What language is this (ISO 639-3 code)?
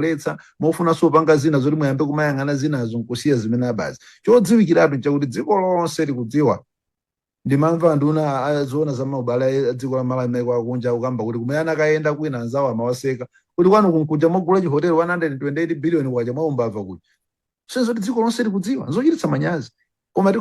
nya